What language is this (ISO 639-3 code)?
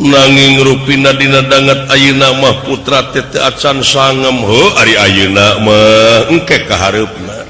sun